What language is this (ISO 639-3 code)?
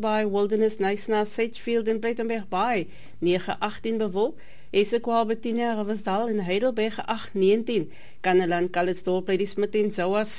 afr